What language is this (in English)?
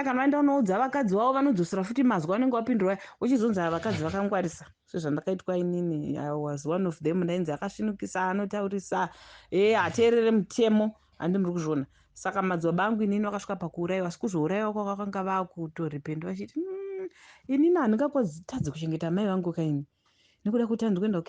Shona